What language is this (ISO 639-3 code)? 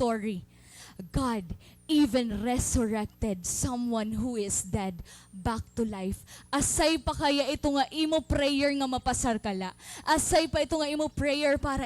war